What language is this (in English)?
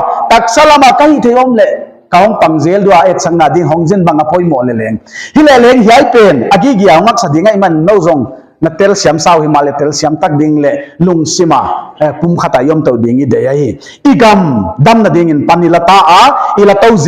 Paite Chin